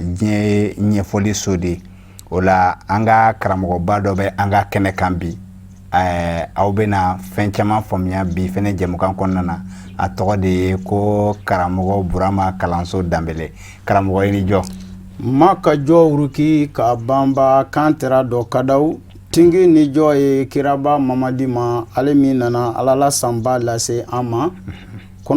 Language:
Bambara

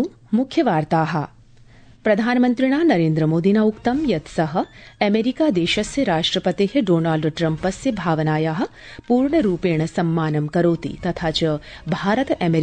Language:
Sanskrit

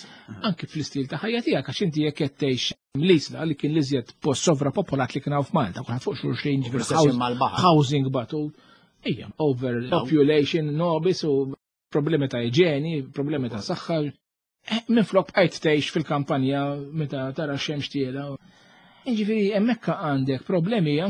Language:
Maltese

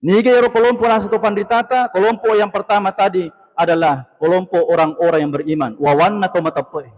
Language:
Buginese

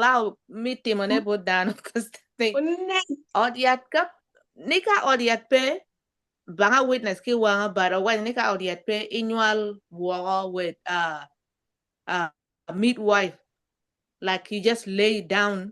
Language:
Acoli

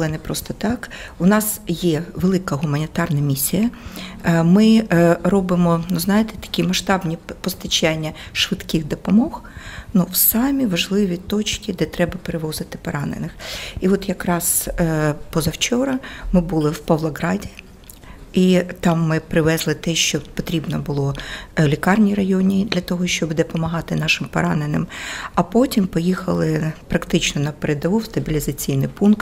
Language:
Ukrainian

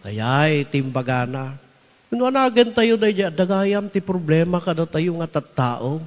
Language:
Iloko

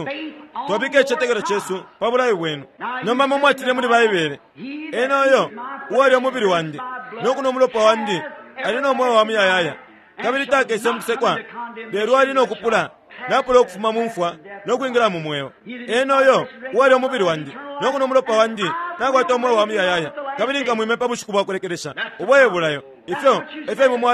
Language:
Bemba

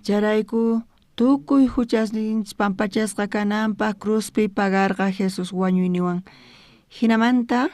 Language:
South Bolivian Quechua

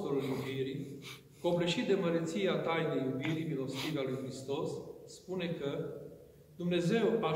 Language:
Romanian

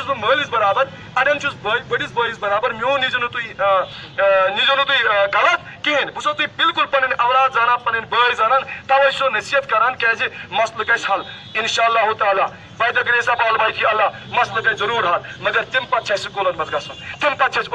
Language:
Kashmiri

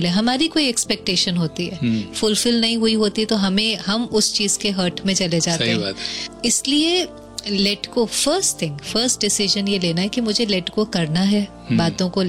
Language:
Hindi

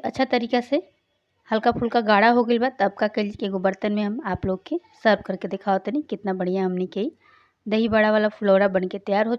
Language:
Bhojpuri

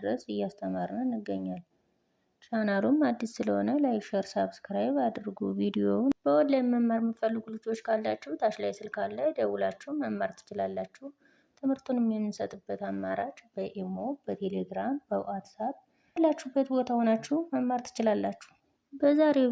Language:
Amharic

